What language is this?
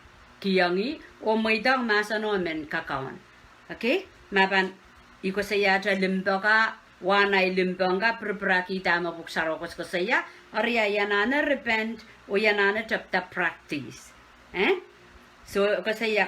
Pohnpeian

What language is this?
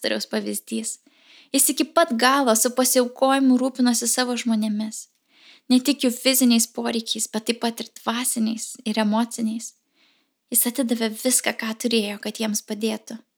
Lithuanian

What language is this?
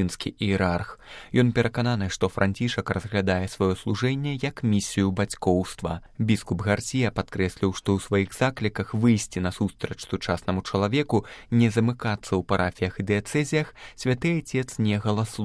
Belarusian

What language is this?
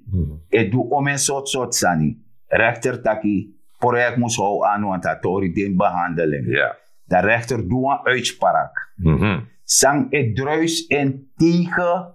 Sranan Tongo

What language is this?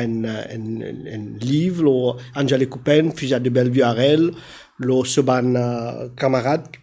Morisyen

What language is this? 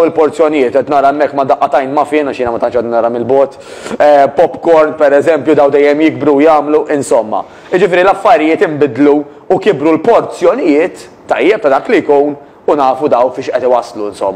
Maltese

